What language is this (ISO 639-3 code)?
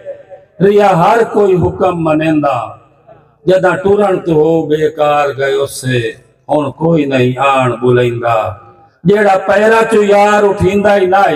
skr